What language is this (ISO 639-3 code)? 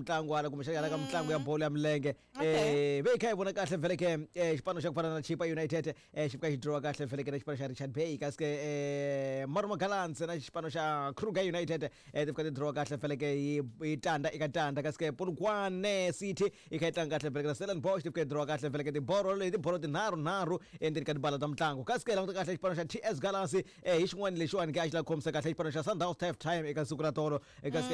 tso